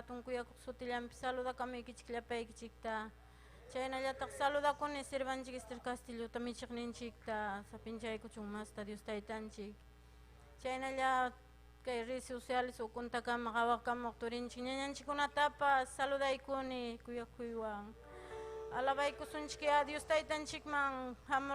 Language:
Ayacucho Quechua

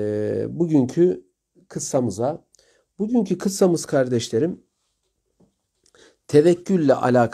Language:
Turkish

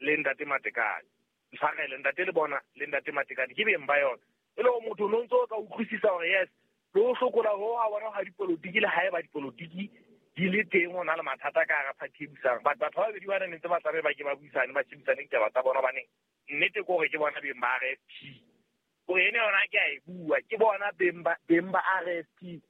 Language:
Southern Sotho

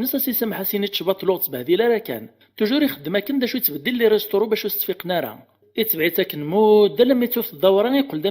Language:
Kabyle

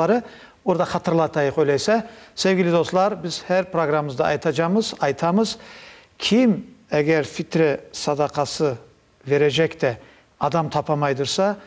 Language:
Crimean Tatar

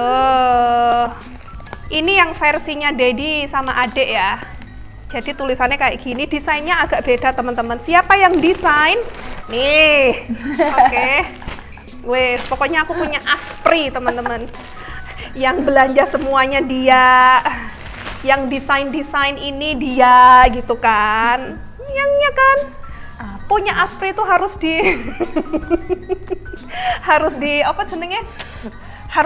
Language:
Indonesian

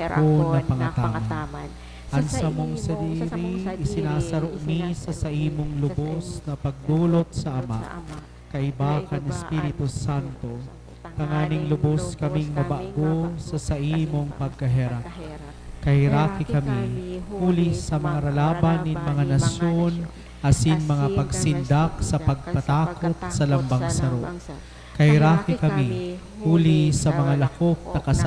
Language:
Bikol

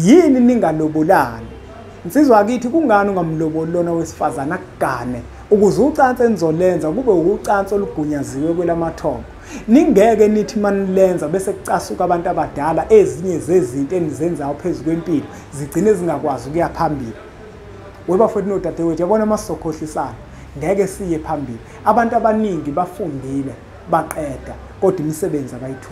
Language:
Zulu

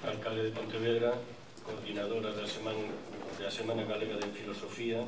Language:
Galician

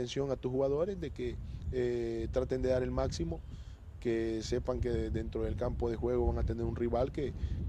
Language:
Spanish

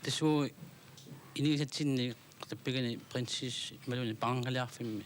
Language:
Kalaallisut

